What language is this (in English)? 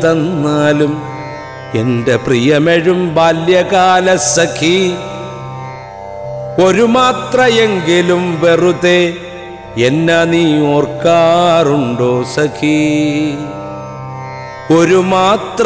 Malayalam